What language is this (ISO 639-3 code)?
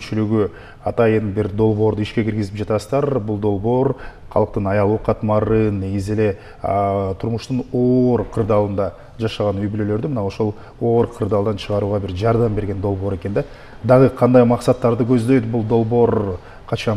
kir